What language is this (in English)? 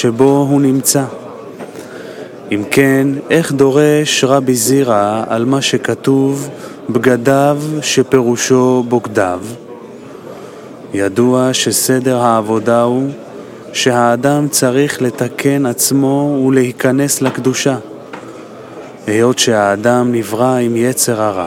Hebrew